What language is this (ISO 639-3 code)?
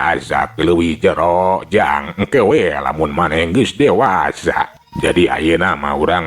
sun